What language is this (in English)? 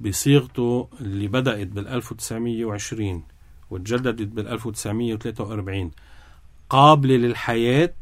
North Levantine Arabic